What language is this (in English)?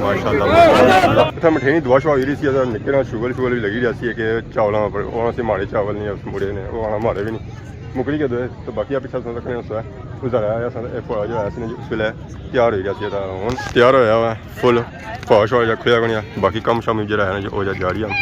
Pahari-Potwari